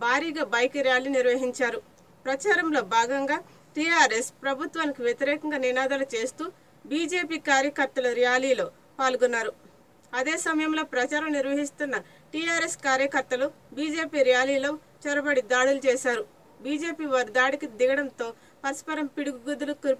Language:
Telugu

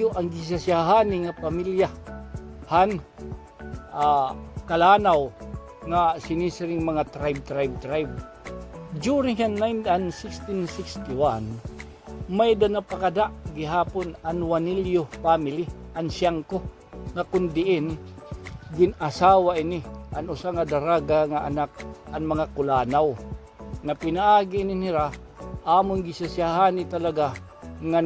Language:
Waray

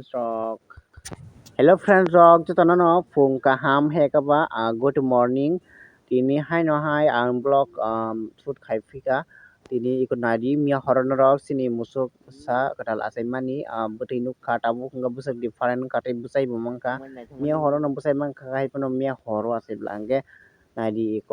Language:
Kok Borok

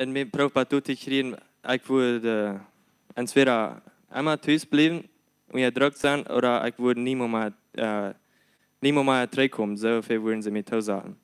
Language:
Plautdietsch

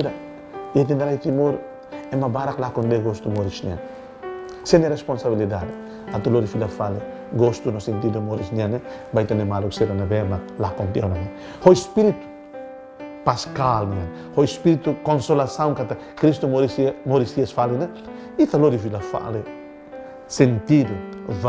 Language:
Tetum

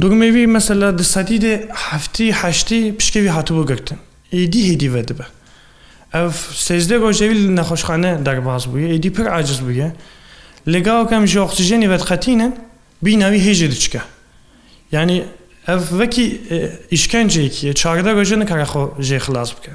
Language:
Kurdish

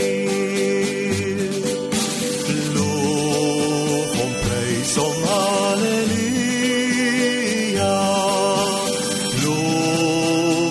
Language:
Afrikaans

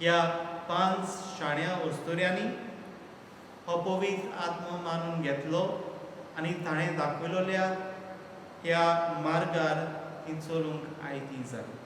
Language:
Konkani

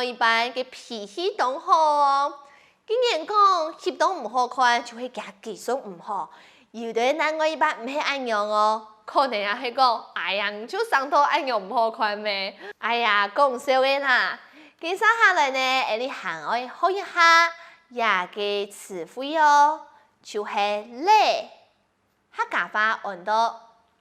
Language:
Hakka Chinese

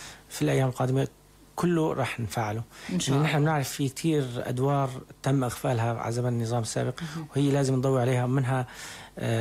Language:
North Levantine Arabic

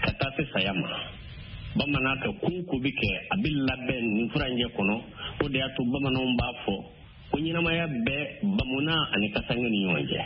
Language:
Bambara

